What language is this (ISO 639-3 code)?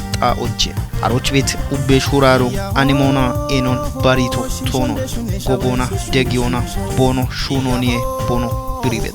kbr